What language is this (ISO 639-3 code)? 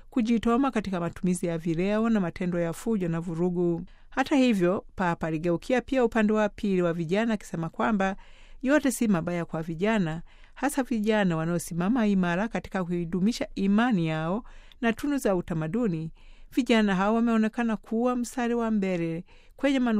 swa